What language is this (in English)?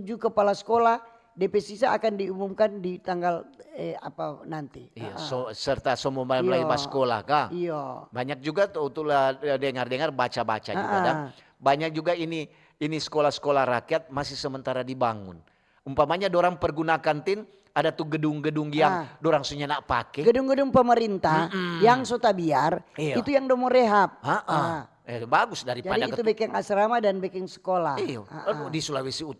Manado Malay